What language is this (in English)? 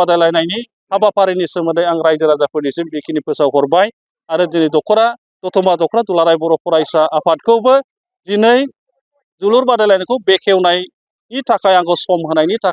Bodo